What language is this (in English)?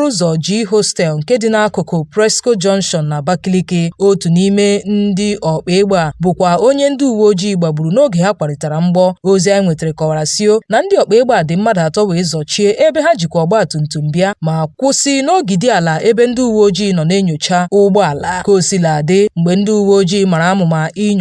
Igbo